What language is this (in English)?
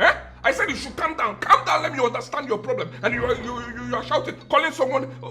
Nigerian Pidgin